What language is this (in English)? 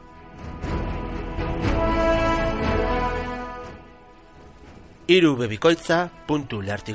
Basque